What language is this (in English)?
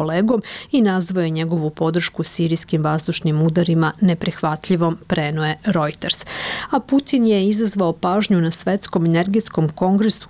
Serbian